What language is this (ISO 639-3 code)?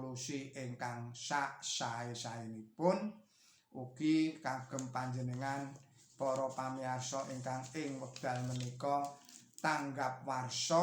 jav